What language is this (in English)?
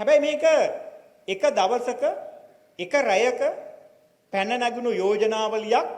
Sinhala